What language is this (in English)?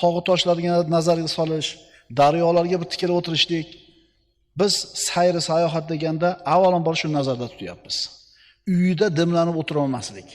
Uzbek